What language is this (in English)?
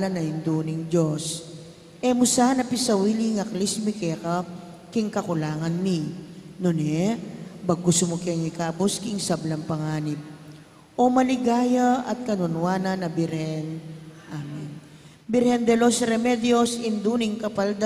Pampanga